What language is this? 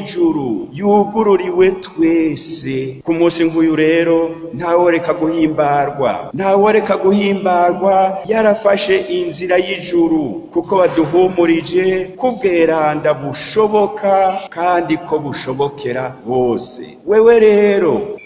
Rundi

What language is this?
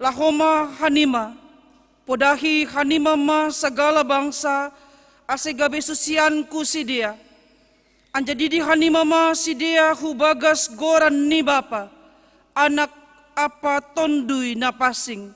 Batak Simalungun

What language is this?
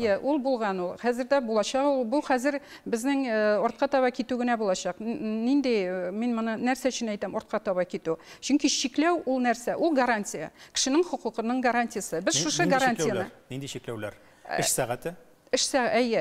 Tatar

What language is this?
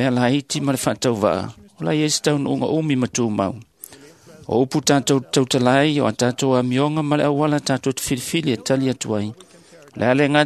Samoan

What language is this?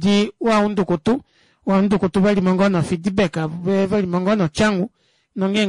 Kuanyama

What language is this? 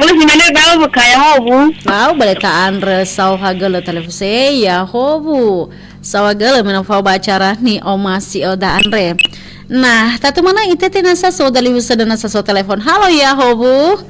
Nias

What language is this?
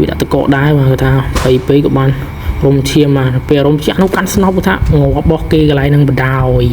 Khmer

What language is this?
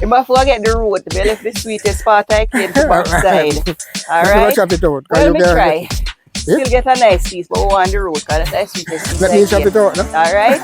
Jamaican Creole English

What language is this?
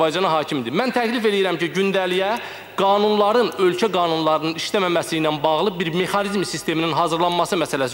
Azerbaijani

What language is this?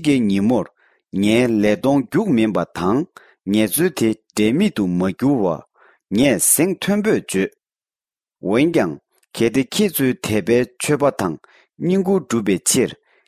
Tibetan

